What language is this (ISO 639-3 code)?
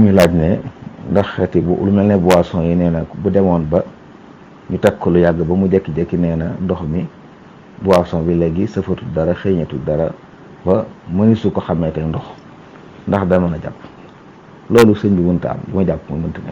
wol